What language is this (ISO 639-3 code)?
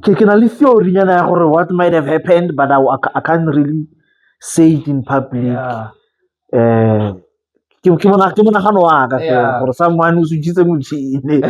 tsn